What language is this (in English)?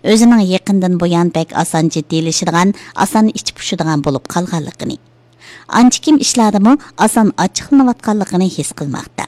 Uyghur